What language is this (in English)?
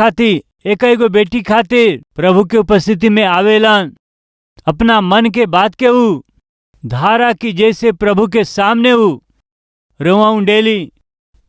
Bhojpuri